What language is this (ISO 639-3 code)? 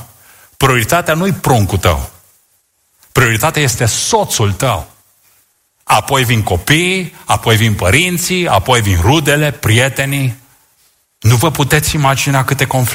ron